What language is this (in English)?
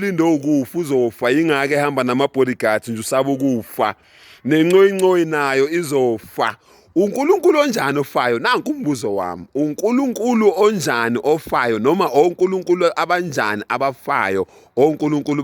Zulu